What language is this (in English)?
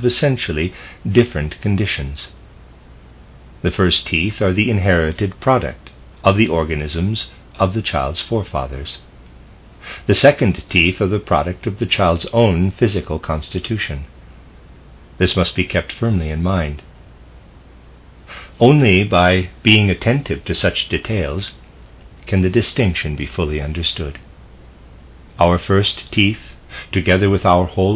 English